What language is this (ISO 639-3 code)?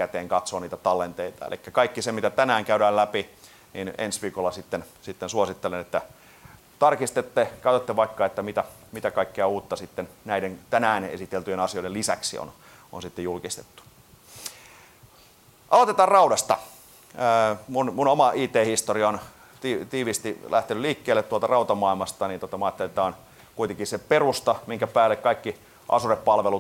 fin